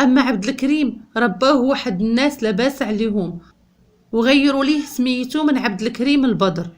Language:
Moroccan Arabic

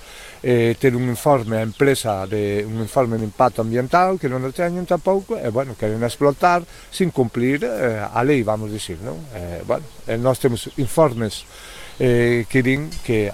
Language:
Galician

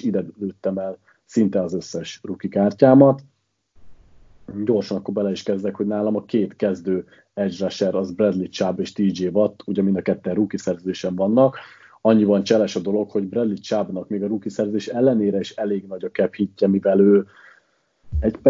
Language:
Hungarian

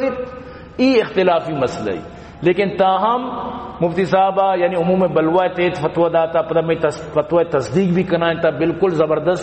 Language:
Baluchi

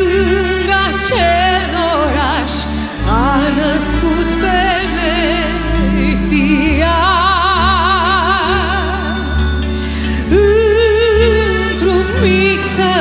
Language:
Romanian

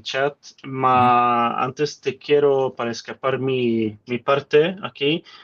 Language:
Ladino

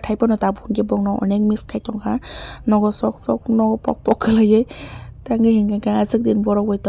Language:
Kok Borok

